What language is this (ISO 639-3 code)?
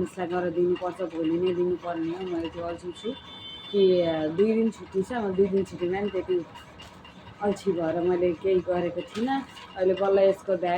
nep